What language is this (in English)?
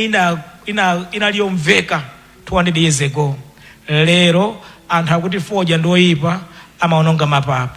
Nyanja